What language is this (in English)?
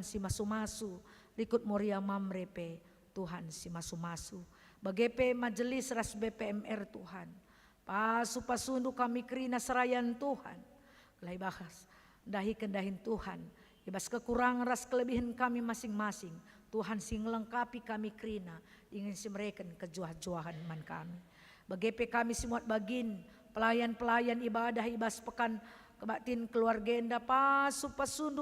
Batak Karo